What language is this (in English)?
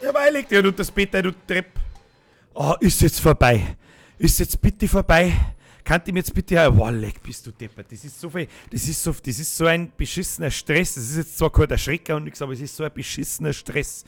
Bavarian